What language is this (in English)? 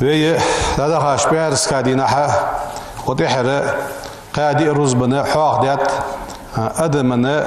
Ingush